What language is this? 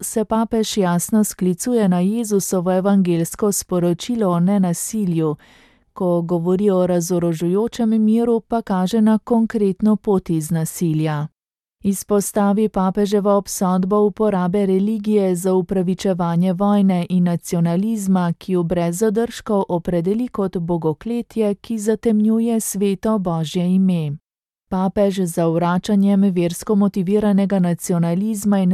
Slovenian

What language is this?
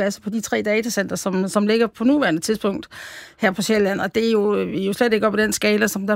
Danish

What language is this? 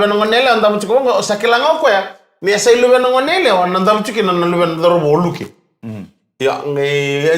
Fijian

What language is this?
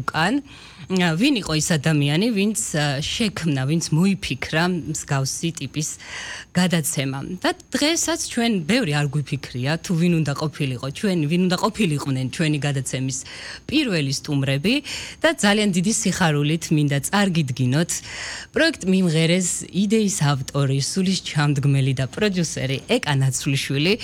Georgian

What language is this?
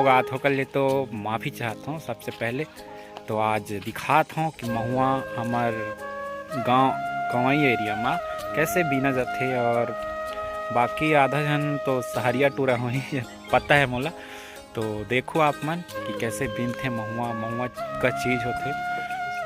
Chhattisgarhi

